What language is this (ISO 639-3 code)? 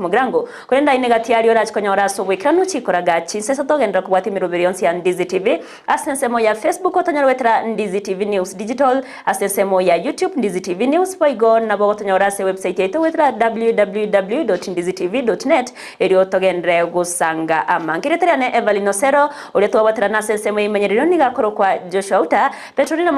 guz